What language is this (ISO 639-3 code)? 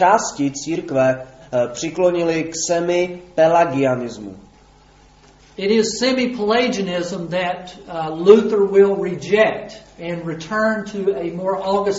ces